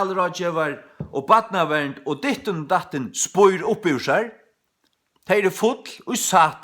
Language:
Faroese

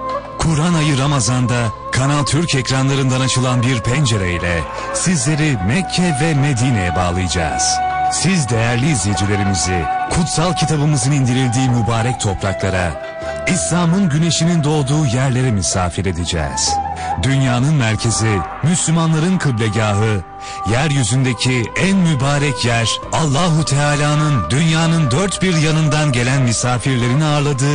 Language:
Turkish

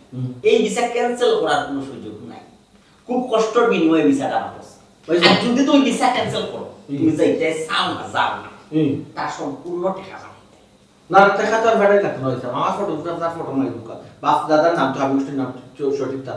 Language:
Sylheti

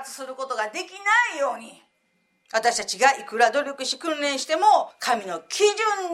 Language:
Japanese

